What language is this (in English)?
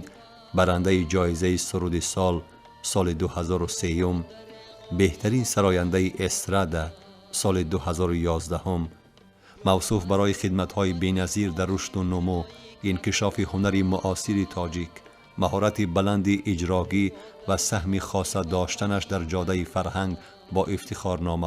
Tajik